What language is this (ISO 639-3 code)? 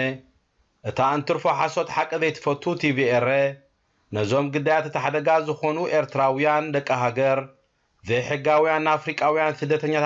tir